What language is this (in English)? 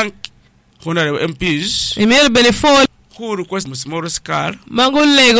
Acoli